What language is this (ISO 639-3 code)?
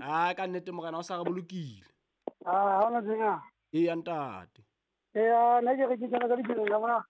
sot